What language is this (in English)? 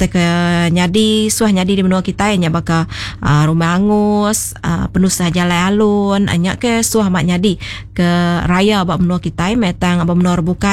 Iban